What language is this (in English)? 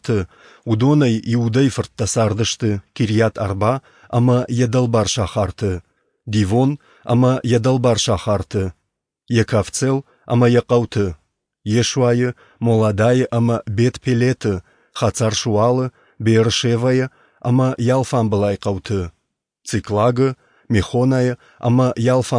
Ossetic